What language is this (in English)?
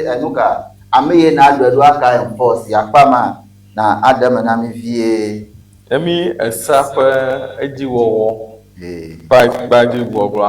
Ewe